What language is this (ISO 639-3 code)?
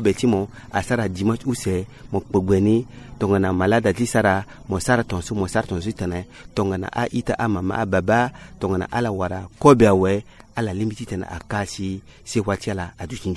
sag